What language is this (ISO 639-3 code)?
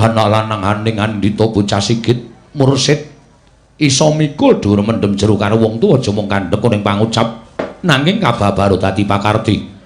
jav